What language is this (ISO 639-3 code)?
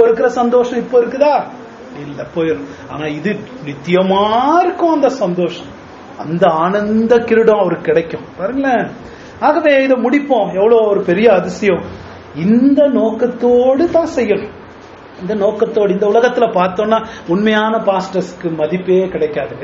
tam